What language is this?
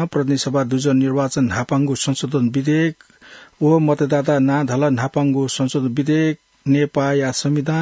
Newari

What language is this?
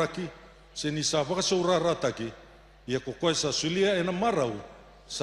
Fijian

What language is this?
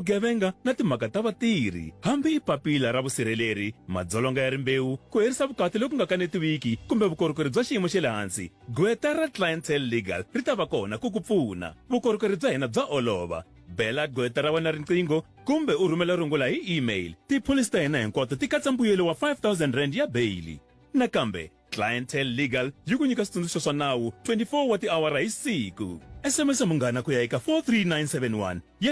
Tsonga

